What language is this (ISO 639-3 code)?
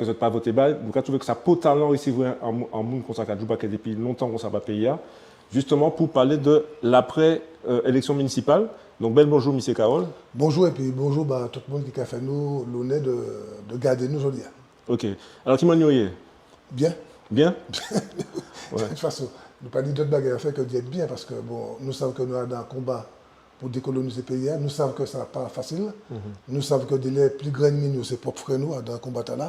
gcf